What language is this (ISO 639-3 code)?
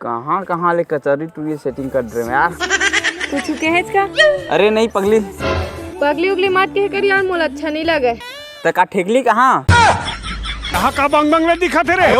hne